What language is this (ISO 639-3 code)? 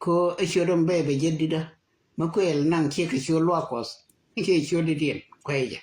nus